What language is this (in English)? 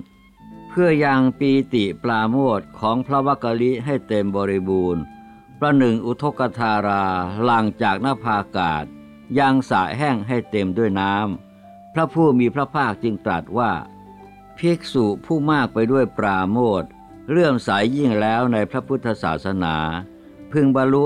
Thai